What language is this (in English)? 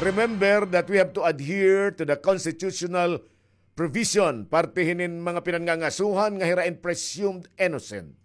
Waray